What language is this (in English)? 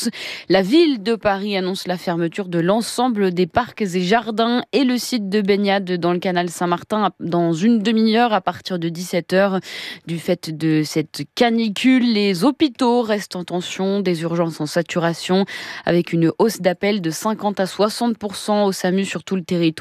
French